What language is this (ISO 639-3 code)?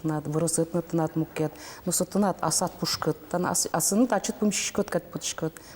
udm